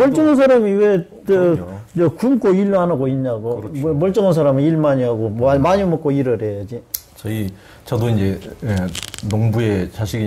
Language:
Korean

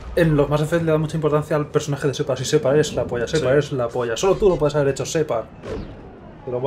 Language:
Spanish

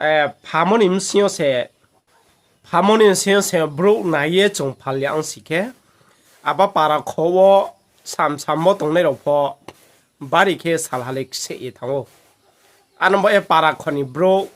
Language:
Riang (India)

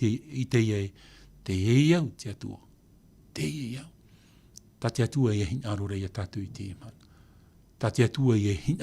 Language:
Tahitian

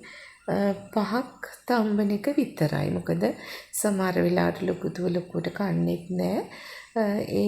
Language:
Sinhala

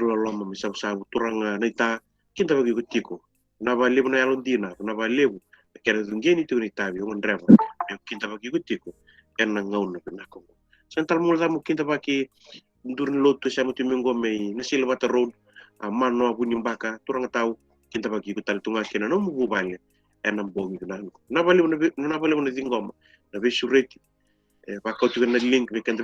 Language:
Fijian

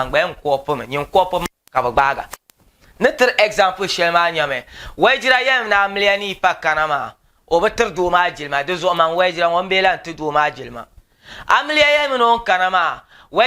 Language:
Dagbani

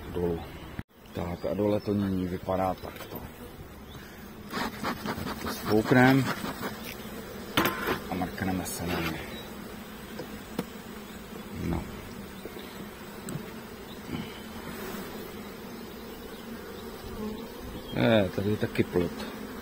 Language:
Czech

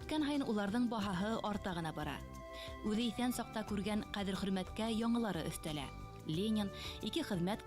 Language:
Bashkir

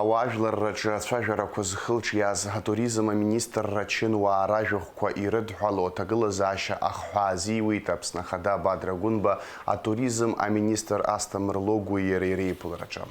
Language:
Abkhazian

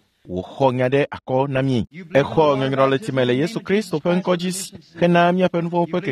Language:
Ewe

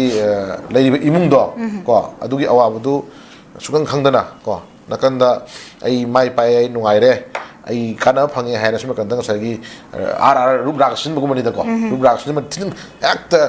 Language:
Manipuri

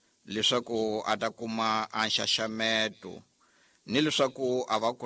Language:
Tsonga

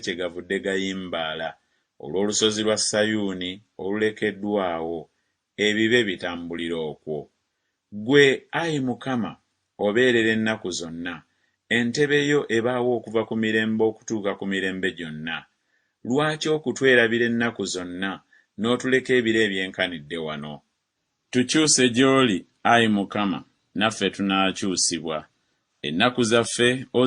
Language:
Ganda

